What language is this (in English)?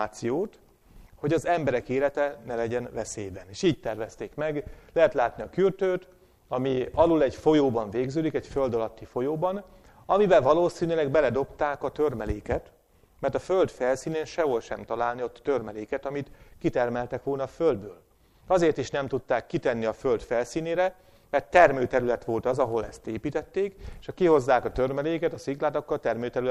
Hungarian